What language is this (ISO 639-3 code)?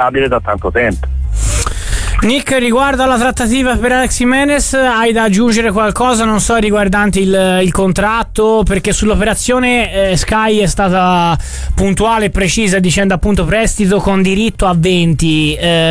ita